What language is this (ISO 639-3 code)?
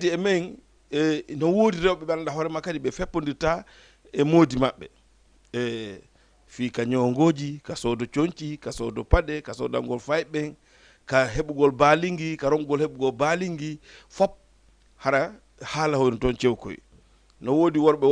ful